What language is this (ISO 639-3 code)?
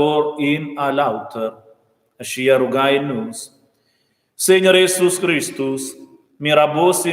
roh